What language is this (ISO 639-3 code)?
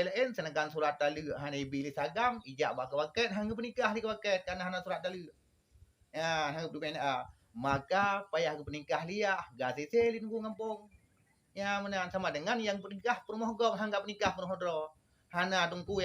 ace